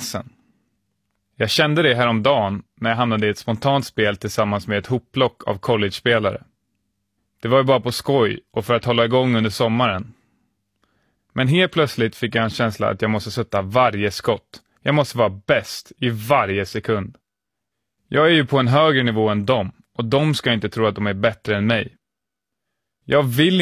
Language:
Swedish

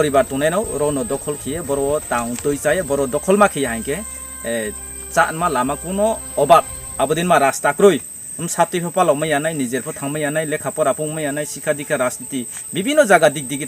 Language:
Riang (India)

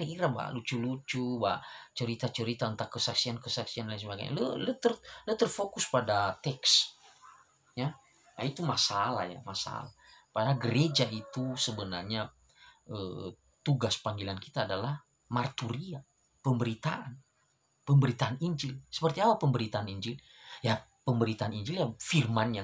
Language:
Nias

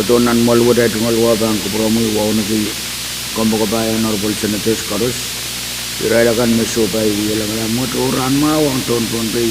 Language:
Pohnpeian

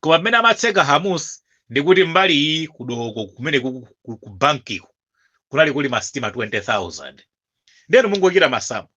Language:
Nyanja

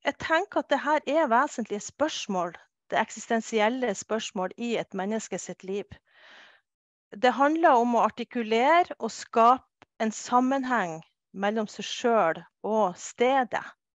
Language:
Norwegian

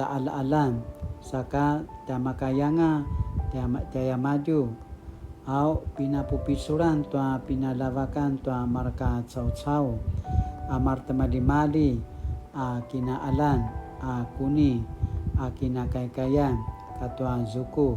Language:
Paiwan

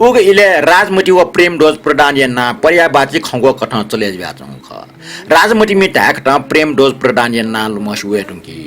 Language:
Newari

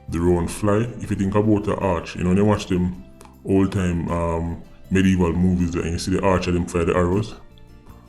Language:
Jamaican Creole English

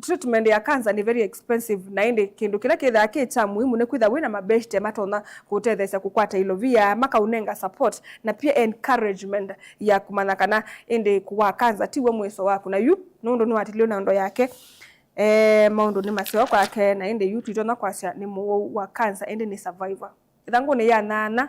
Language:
Kamba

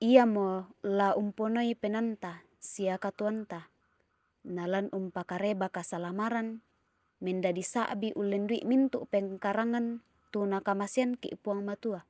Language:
Toraja-Sa'dan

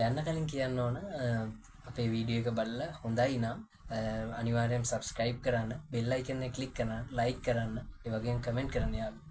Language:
Sinhala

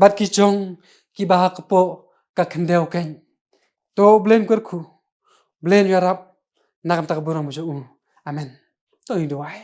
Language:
Khasi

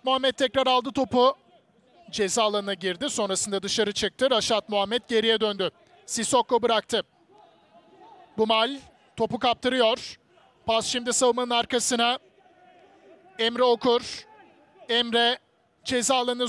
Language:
Turkish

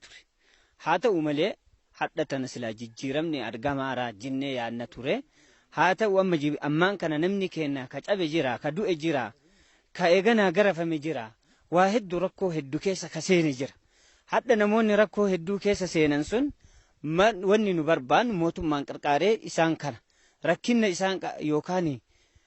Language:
Oromo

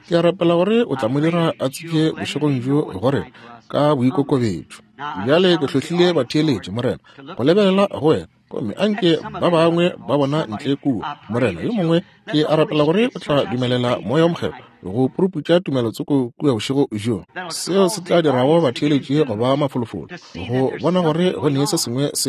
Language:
Northern Sotho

